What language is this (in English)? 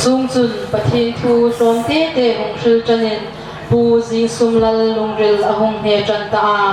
Hmar